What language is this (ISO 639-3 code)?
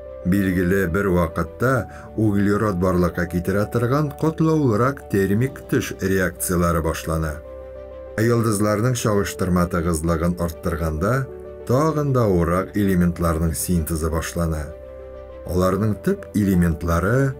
tat